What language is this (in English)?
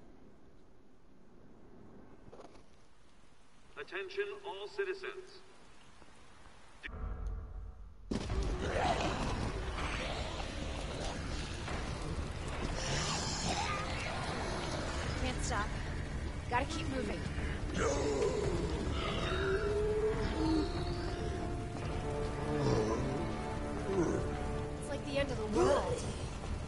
English